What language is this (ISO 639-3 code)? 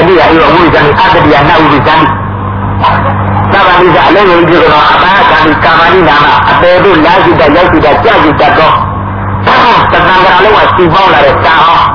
mya